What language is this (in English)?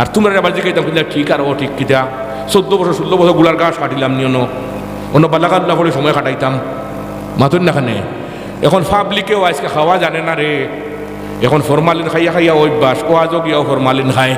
Sylheti